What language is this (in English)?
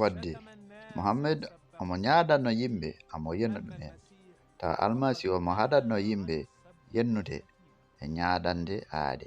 Fula